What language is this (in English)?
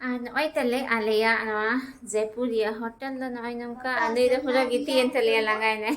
Santali